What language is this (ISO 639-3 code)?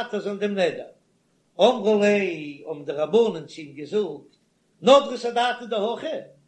yid